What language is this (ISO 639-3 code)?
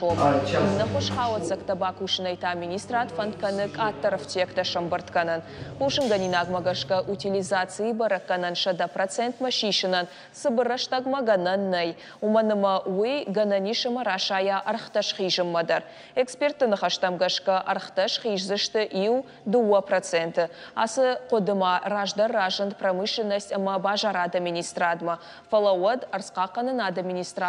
oss